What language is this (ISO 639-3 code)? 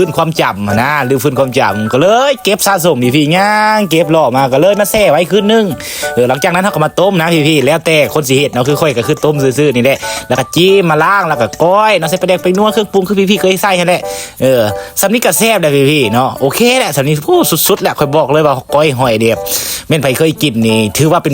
lao